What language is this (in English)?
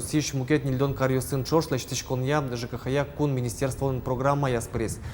Udmurt